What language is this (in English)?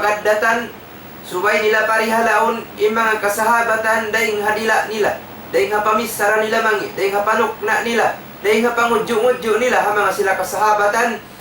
Tausug